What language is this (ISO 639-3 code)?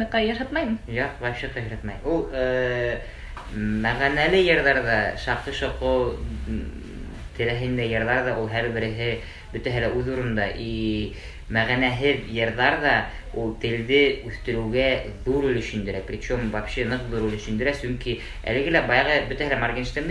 bak